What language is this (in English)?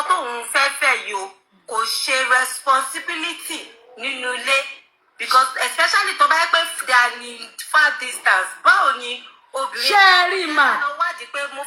Yoruba